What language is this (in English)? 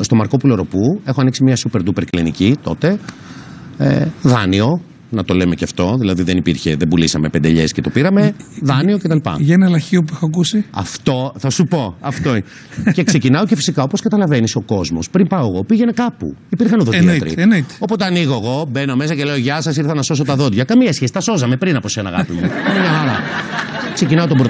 Greek